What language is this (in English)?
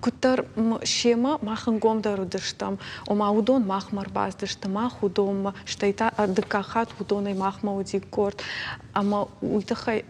Ossetic